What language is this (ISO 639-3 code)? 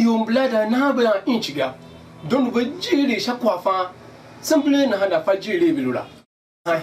tiv